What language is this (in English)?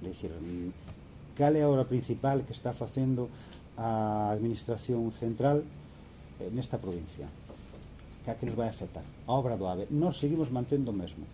Galician